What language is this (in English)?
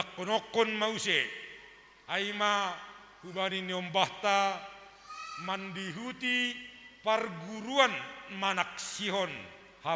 Batak Simalungun